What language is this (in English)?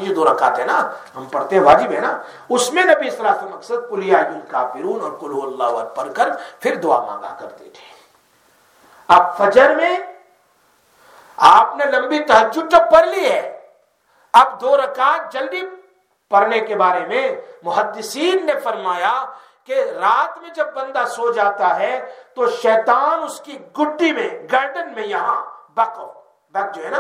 Urdu